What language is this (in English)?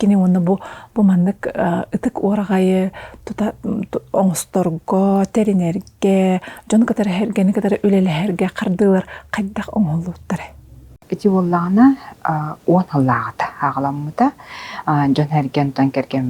Yakut